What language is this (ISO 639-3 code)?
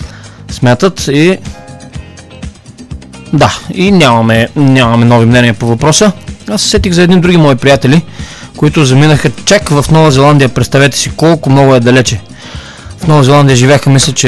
bul